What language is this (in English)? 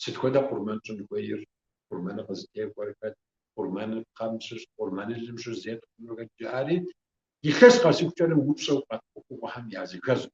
Kabardian